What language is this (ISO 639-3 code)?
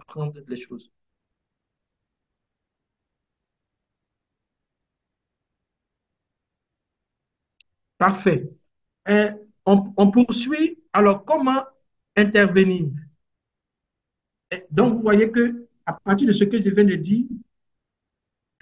fra